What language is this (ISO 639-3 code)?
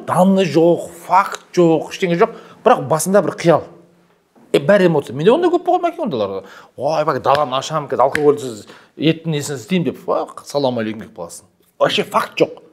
kaz